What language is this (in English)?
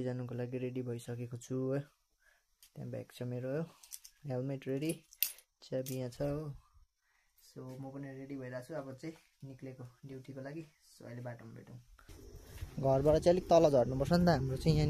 Nepali